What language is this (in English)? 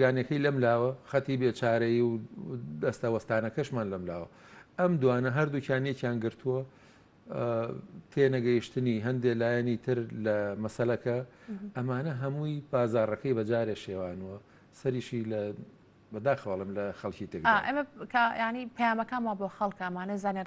Central Kurdish